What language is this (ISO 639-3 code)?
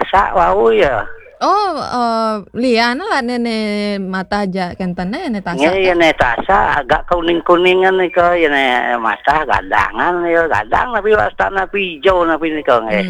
ban